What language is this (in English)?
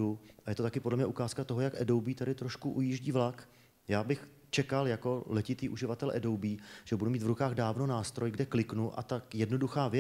Czech